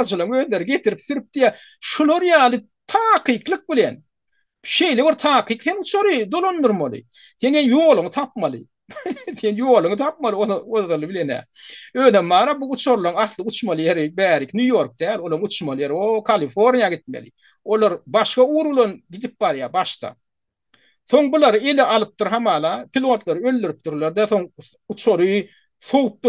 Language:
Turkmen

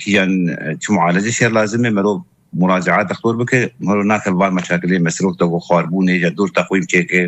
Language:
Kurdish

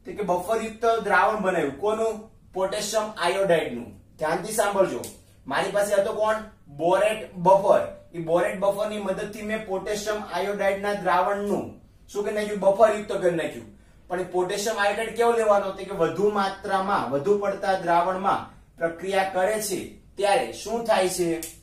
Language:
Gujarati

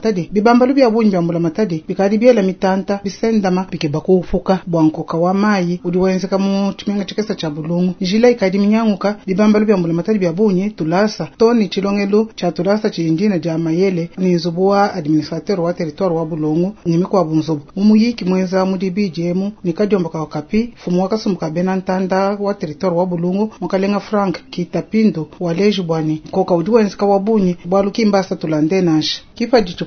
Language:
Luba-Lulua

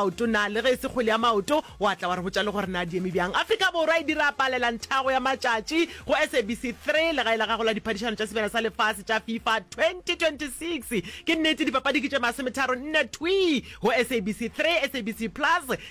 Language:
Northern Sotho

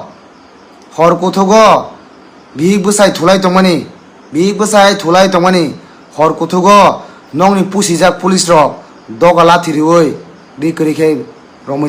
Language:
Kok Borok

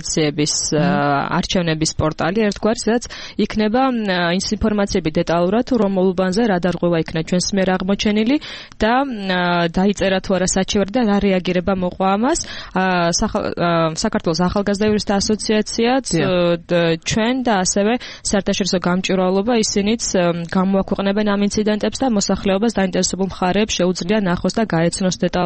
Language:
Georgian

